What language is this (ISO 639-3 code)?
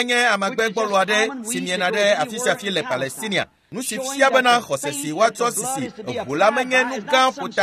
ewe